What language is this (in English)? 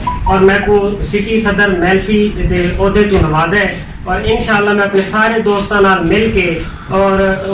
Saraiki